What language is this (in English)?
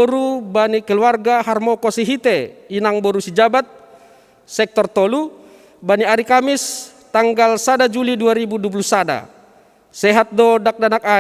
Batak Simalungun